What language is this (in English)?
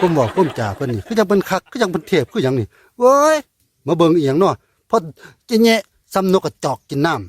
Northeastern Thai